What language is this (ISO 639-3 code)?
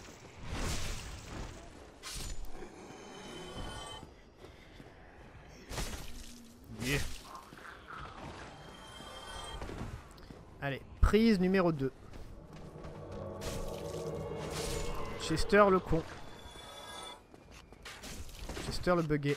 fra